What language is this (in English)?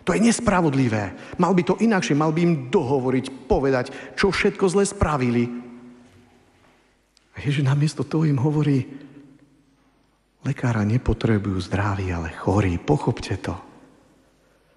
Slovak